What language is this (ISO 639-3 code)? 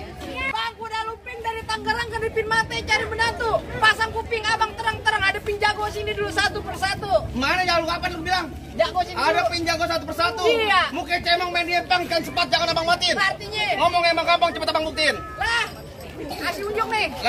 bew